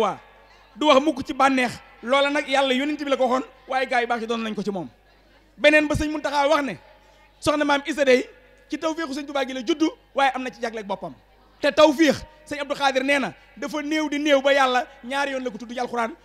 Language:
Wolof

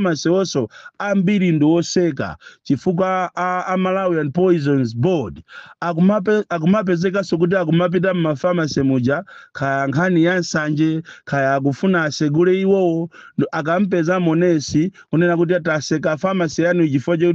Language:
Nyanja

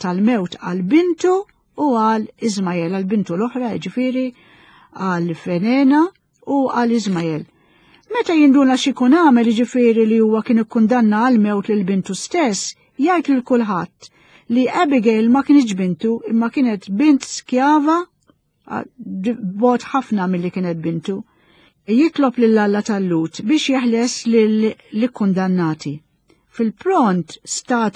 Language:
Maltese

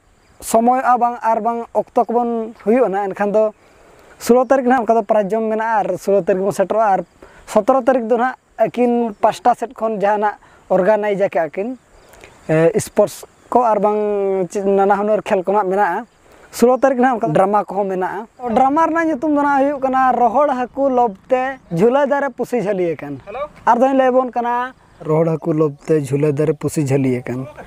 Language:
Santali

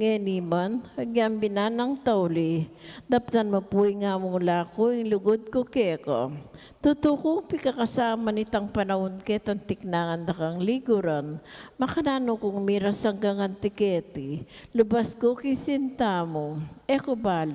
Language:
Pampanga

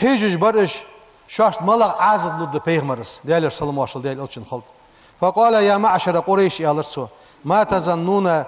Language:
Ingush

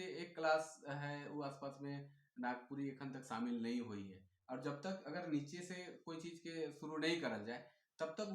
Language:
Sadri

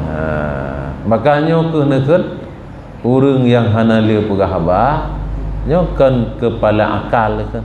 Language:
Achinese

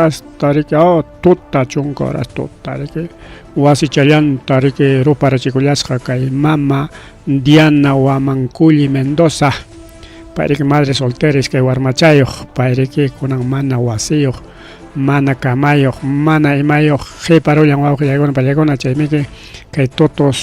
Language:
Ayacucho Quechua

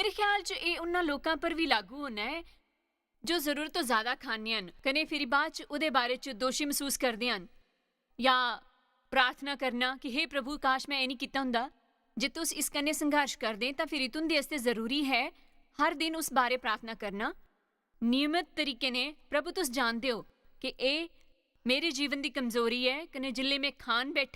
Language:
Dogri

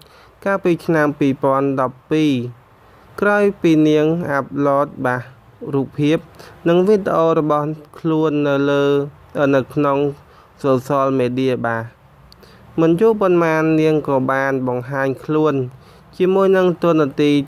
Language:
Khmer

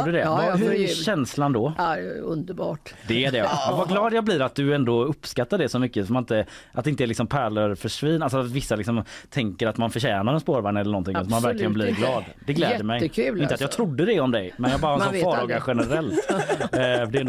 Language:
Swedish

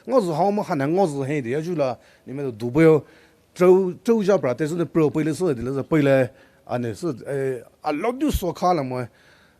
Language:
Poumei Naga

